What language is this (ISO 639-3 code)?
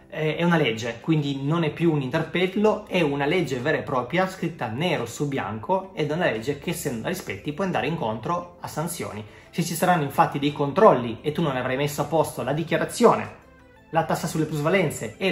ita